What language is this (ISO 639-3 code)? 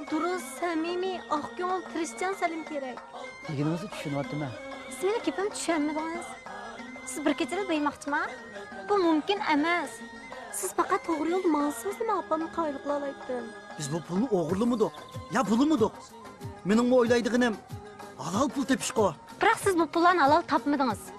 uig